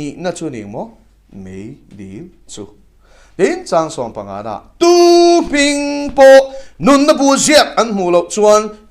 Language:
Mizo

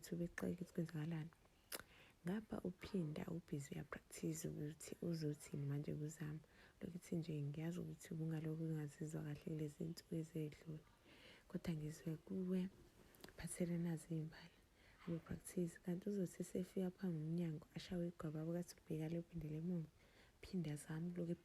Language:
Zulu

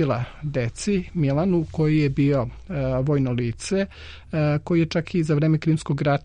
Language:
Serbian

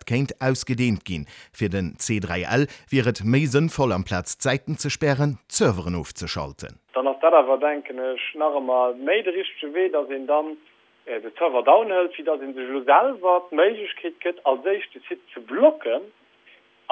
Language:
Luxembourgish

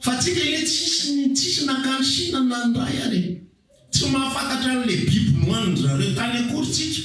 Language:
Malagasy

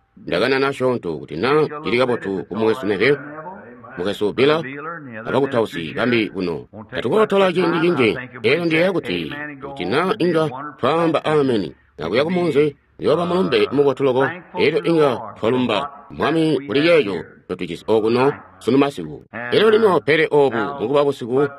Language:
Tonga (Zambia)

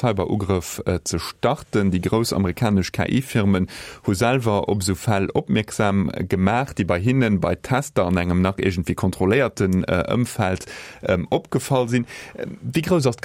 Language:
Luxembourgish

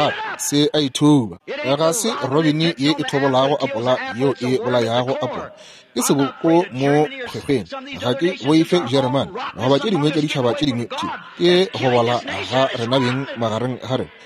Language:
Northern Sotho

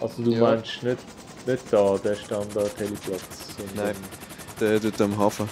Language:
Swiss German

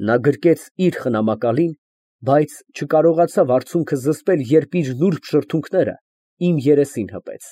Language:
Armenian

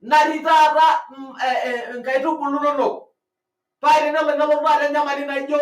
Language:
Masai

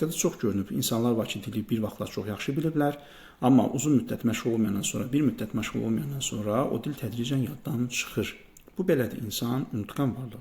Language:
Azerbaijani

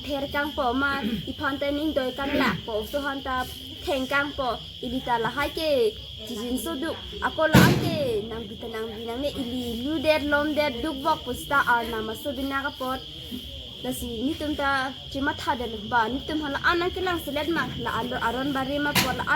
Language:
Karbi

